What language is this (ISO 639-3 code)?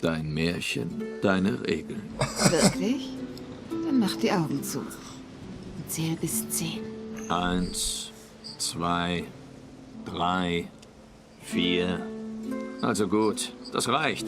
gsw